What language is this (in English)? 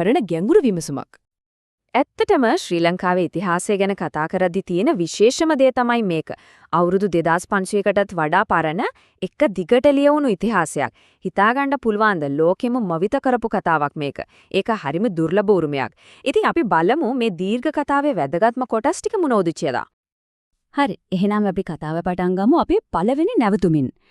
Sinhala